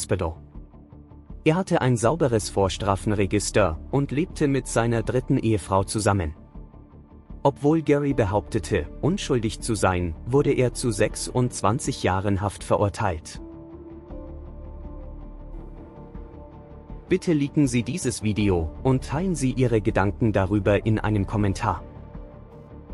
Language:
German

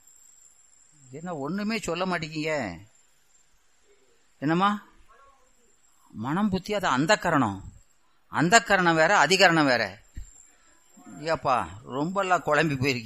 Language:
Tamil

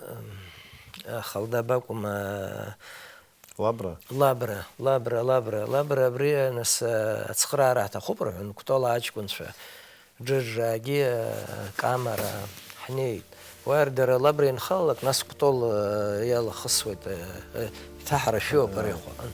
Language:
Abkhazian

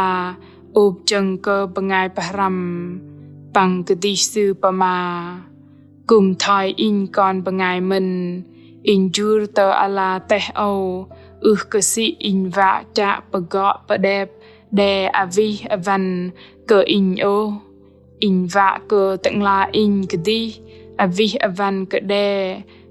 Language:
Bahnar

